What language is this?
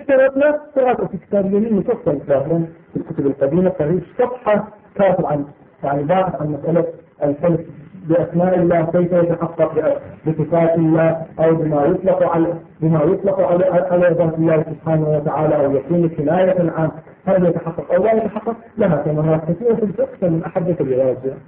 Arabic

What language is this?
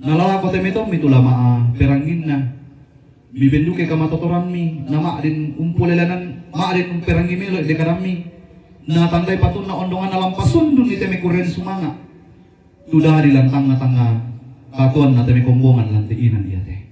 Toraja-Sa'dan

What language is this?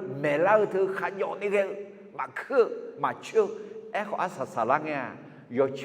Akha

